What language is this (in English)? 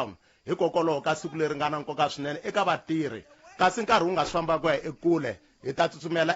Tsonga